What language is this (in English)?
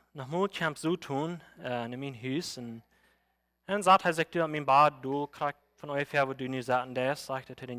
Plautdietsch